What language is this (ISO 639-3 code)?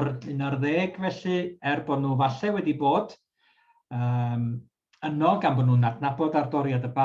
cym